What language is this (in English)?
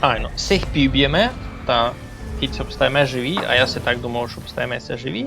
Rusyn